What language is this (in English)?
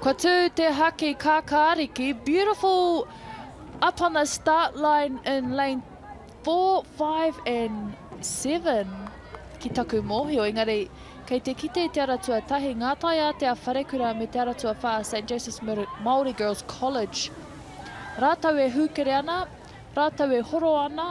Māori